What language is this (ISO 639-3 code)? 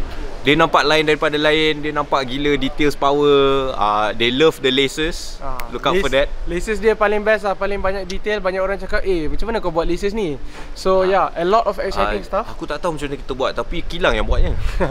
msa